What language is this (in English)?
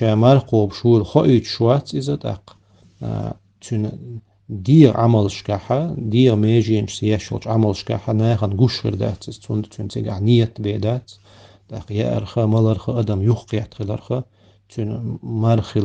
Chechen